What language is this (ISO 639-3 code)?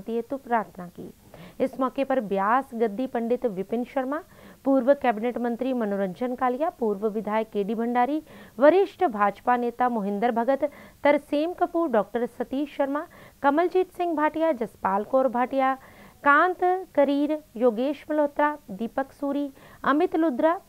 hin